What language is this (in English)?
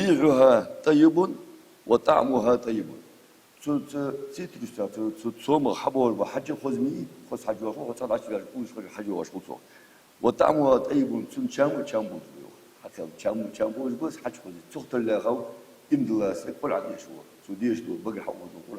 Ingush